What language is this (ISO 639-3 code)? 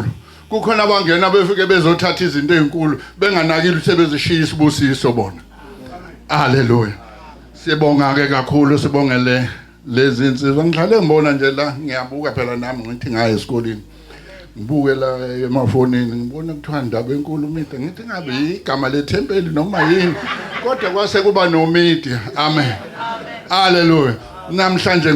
zul